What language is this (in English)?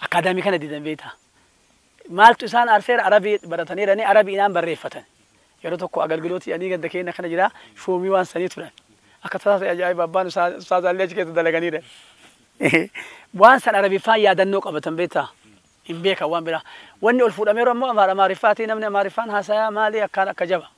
Oromo